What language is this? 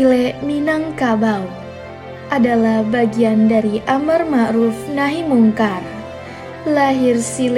Minangkabau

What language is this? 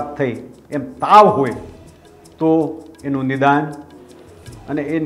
Gujarati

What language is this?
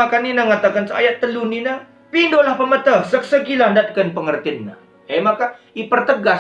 Batak Karo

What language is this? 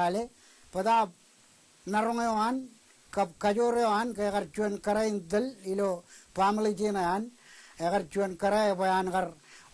Marshallese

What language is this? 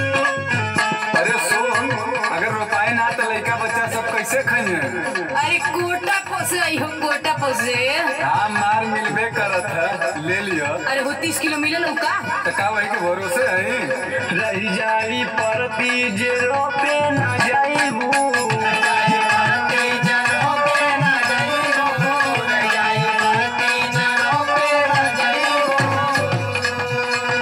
Bhojpuri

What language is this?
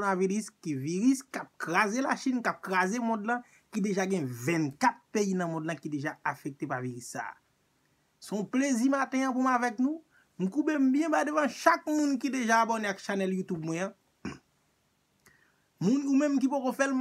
Haitian Creole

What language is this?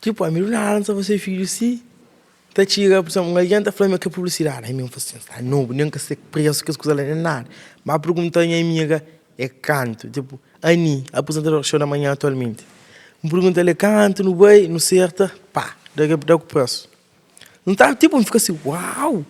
Kabuverdianu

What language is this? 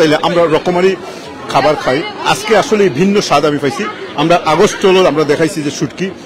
Sylheti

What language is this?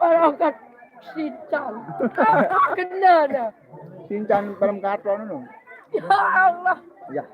Sasak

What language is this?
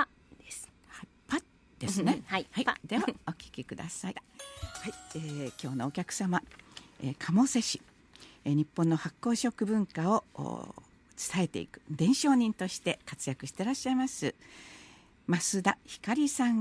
Japanese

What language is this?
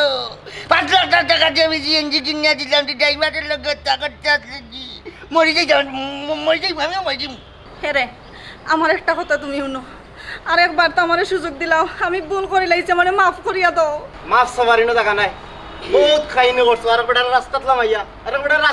Sylheti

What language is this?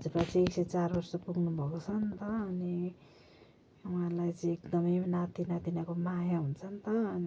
Nepali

